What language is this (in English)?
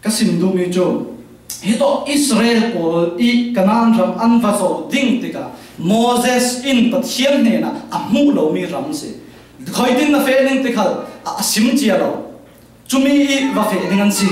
Falam Chin